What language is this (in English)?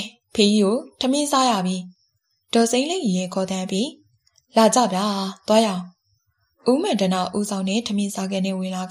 Burmese